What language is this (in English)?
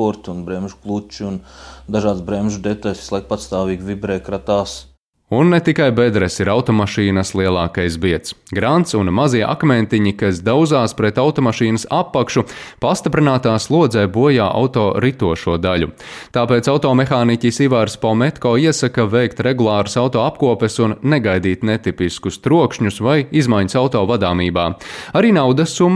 Latvian